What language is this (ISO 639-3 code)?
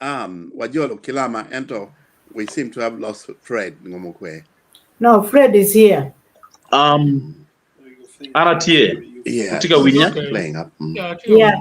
ach